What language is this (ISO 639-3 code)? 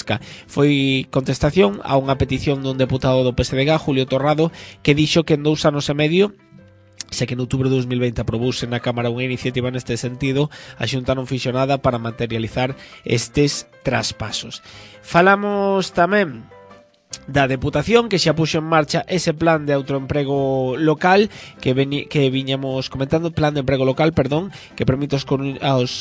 glg